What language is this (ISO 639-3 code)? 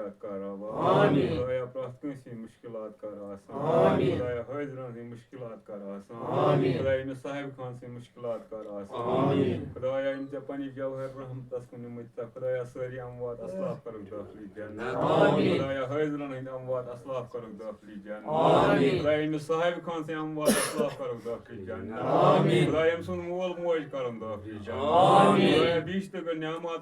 kas